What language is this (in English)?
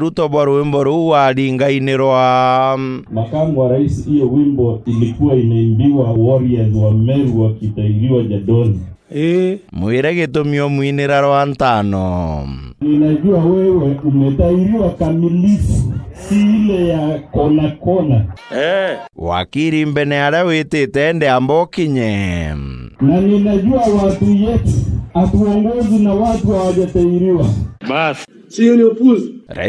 Meru